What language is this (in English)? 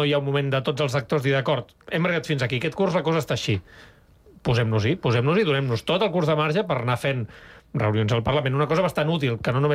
Catalan